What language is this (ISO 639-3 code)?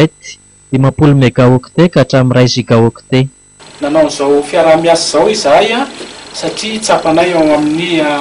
mlg